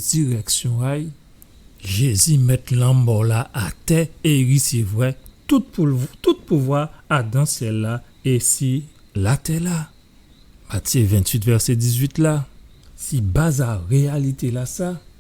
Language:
Guadeloupean Creole French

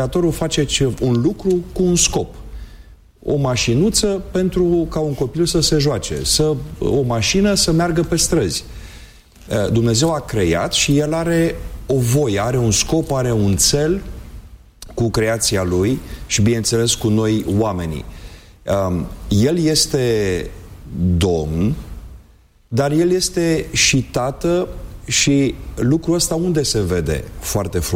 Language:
Romanian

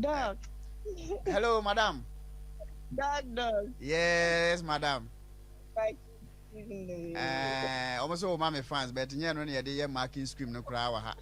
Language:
Akan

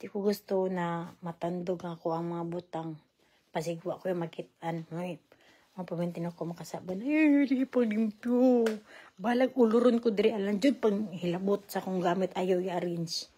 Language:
Cebuano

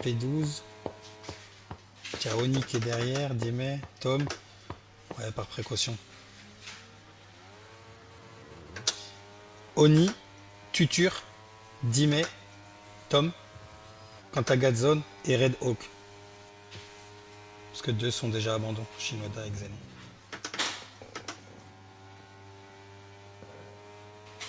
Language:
French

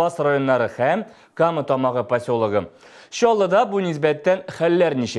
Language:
Tatar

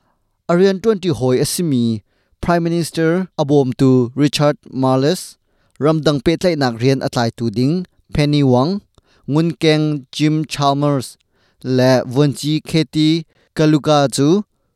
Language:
Hakha Chin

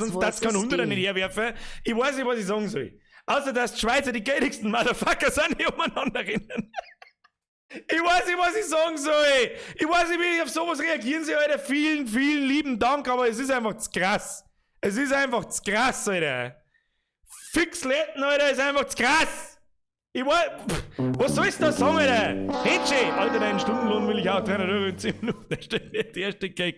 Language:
Bavarian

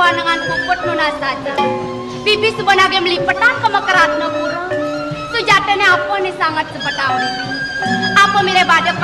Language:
Balinese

